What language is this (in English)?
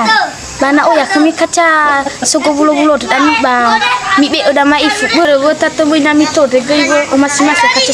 Nias